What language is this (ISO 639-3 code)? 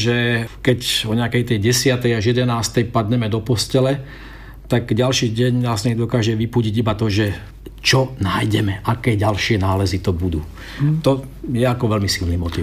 slk